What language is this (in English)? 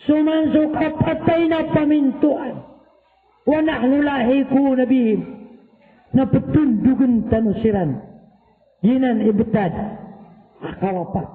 Maranao